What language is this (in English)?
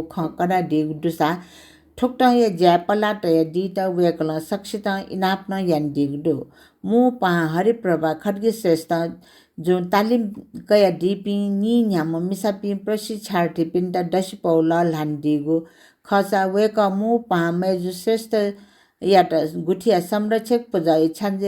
Newari